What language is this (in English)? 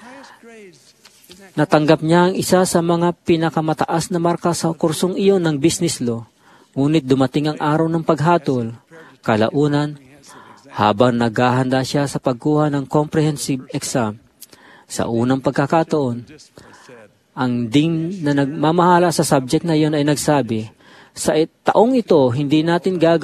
Filipino